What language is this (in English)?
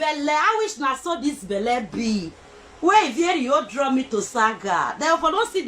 Nigerian Pidgin